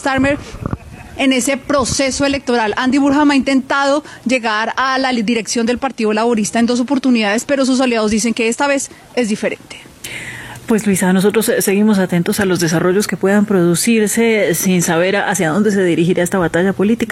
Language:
Spanish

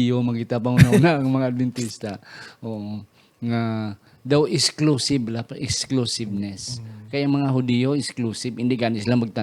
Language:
Hiligaynon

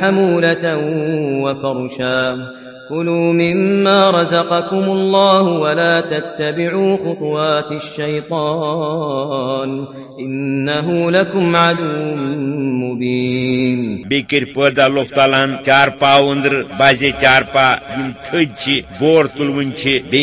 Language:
Kashmiri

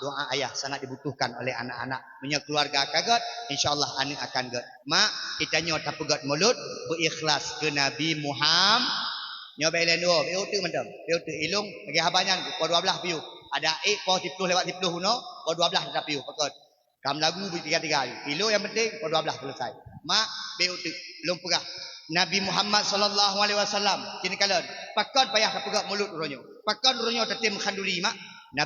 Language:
Achinese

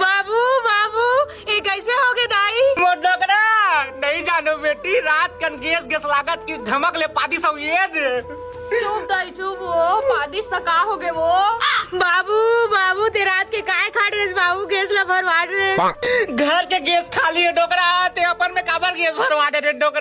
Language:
Chhattisgarhi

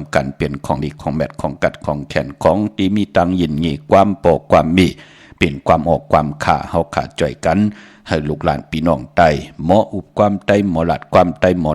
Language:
Shan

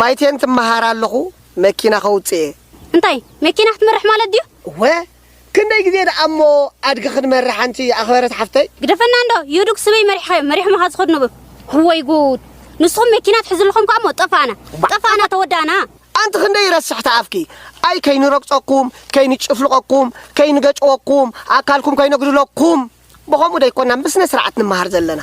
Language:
Tigrinya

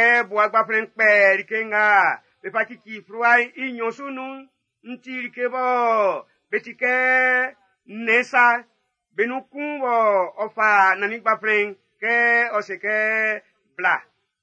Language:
Baoulé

